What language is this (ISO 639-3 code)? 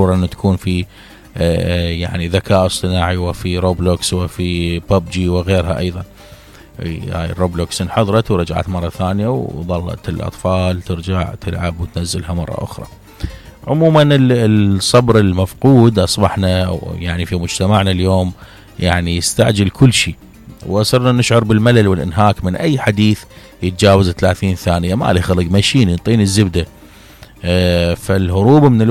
acm